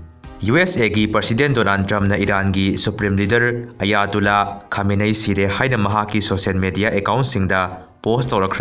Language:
Manipuri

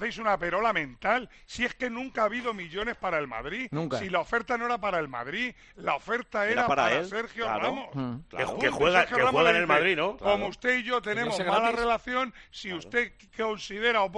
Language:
Spanish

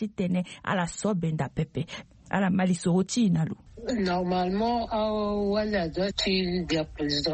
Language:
Sango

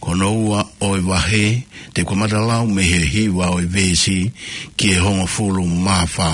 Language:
Tongan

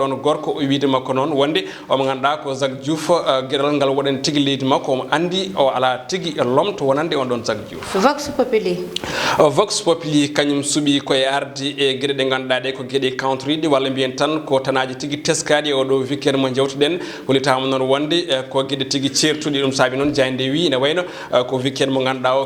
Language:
Fula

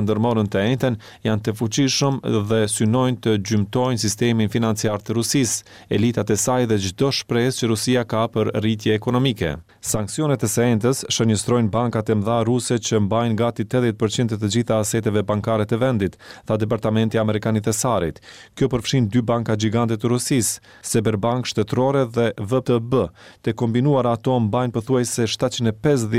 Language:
Albanian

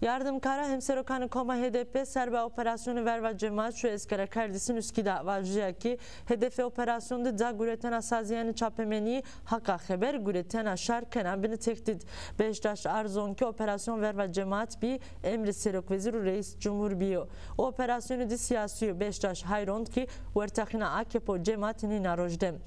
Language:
Zaza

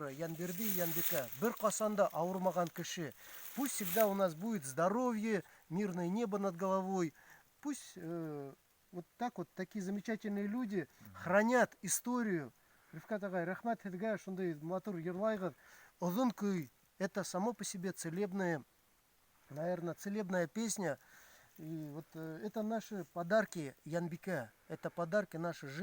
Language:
Bashkir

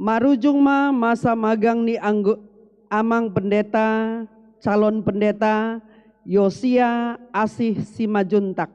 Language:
Batak Toba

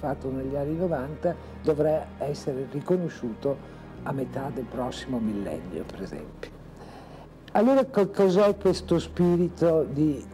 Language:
Italian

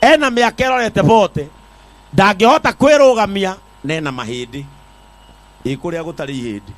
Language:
Kikuyu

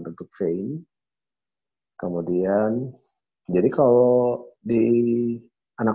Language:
Indonesian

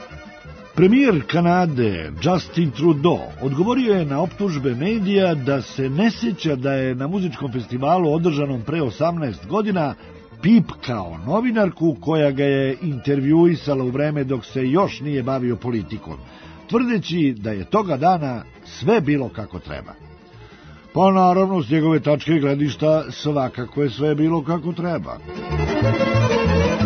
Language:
Serbian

